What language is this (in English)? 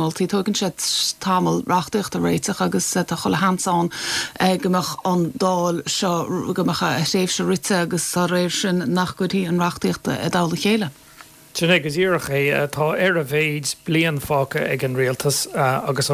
Irish